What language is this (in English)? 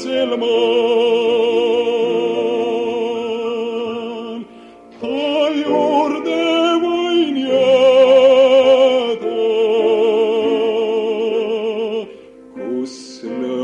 Estonian